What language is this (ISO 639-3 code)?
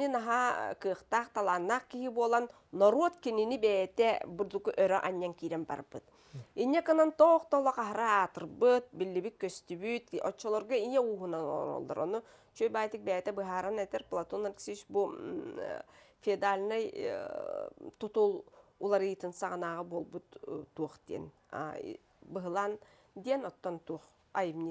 sah